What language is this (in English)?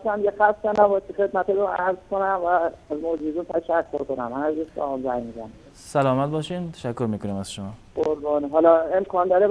Persian